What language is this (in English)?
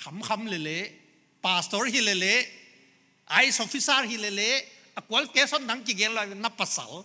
Paite Chin